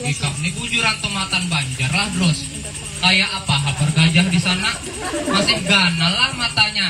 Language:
Banjar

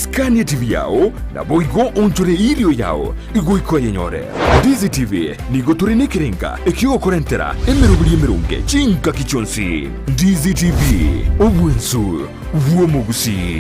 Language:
Gusii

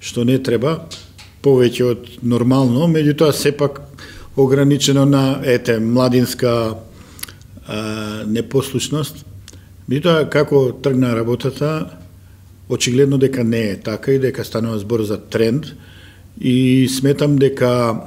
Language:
Macedonian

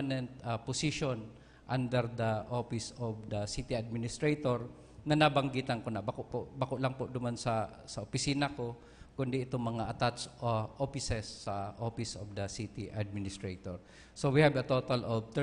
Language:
Bikol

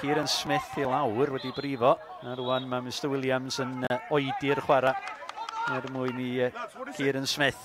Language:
Welsh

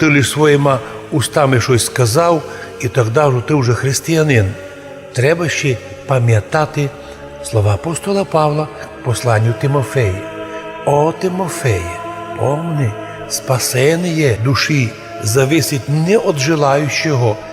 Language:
Rusyn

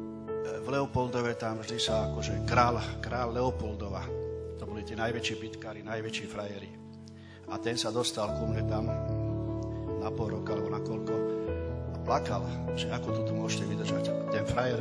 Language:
Slovak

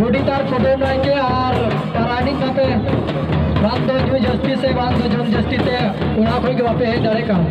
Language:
Santali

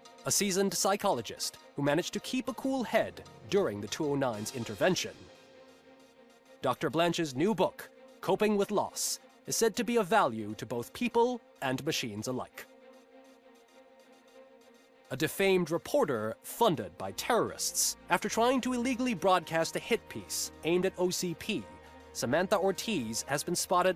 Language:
English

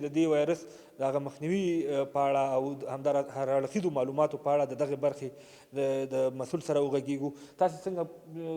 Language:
Pashto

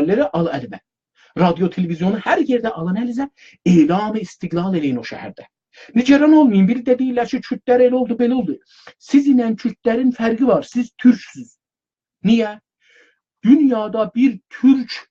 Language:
South Azerbaijani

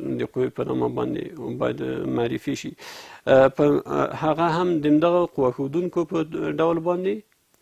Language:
Pashto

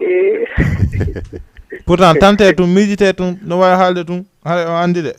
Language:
Fula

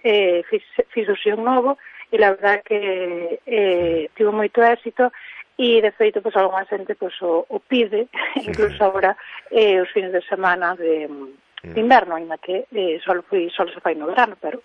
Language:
Galician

